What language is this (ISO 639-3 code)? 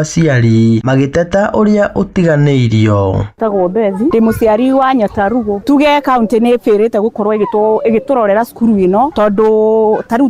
kik